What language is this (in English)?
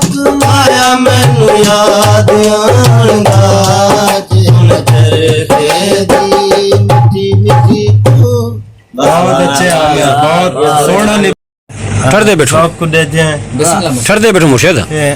Saraiki